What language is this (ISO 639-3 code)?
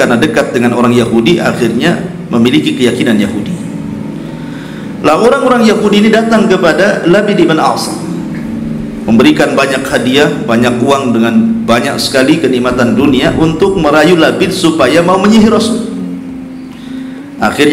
ind